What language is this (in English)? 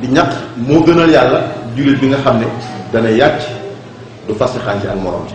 Wolof